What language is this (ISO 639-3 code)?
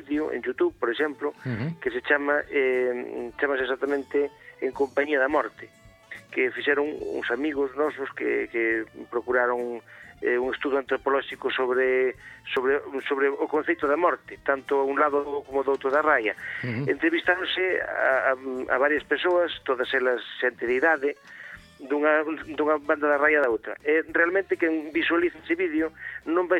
glg